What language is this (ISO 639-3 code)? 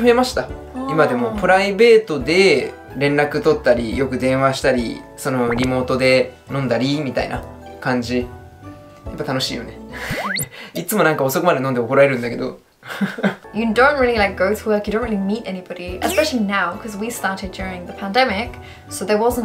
jpn